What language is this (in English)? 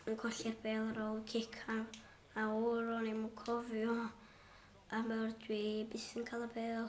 Welsh